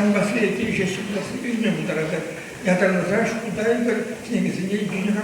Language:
Chuvash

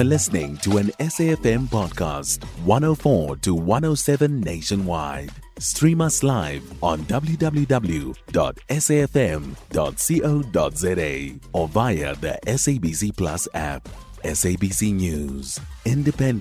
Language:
English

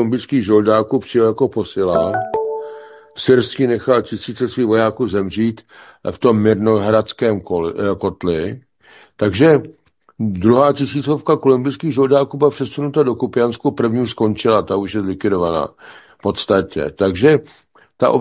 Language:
Czech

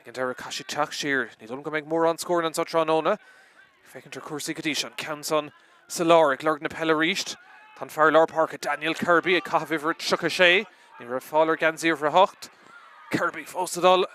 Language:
Irish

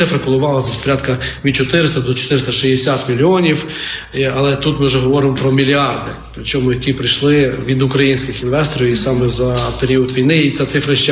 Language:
Ukrainian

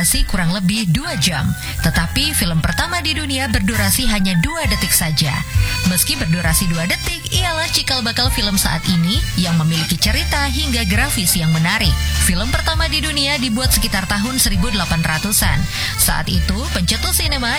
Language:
Indonesian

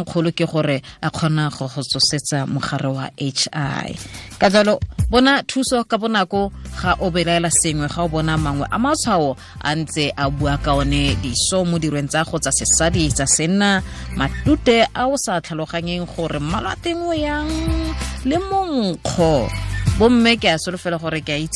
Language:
Tswana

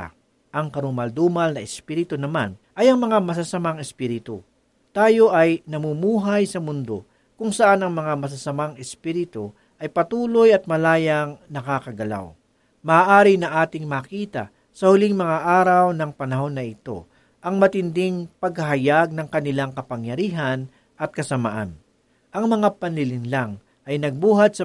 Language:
Filipino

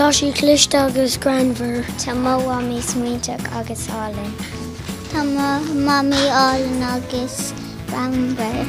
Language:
Irish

